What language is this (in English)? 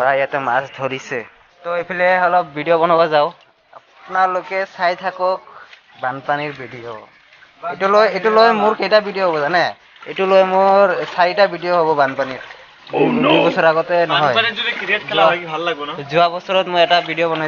Assamese